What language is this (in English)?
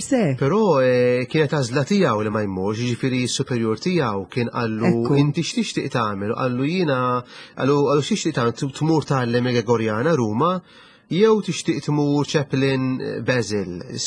Maltese